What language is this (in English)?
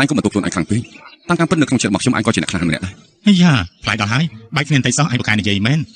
Khmer